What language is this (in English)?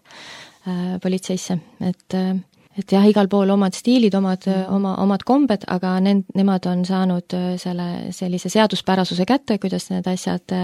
Estonian